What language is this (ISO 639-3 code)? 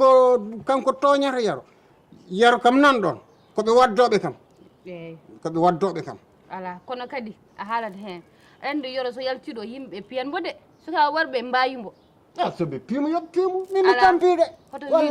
ful